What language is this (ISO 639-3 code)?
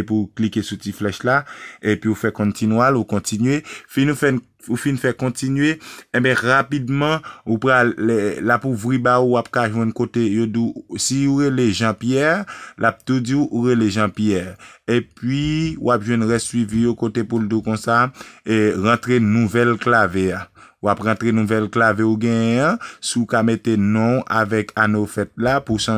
hat